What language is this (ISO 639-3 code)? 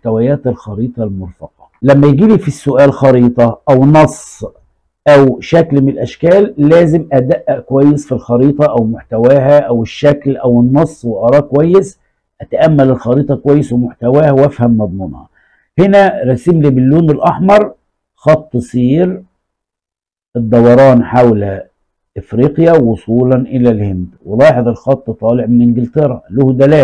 arz